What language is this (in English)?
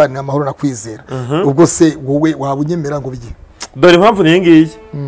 Kinyarwanda